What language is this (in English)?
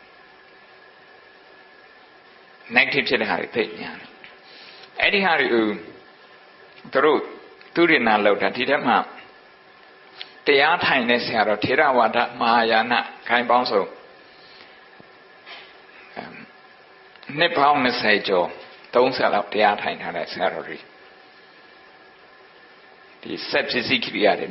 Burmese